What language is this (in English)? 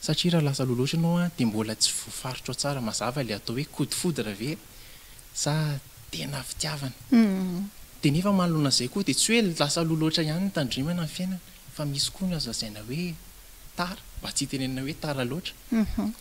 Malagasy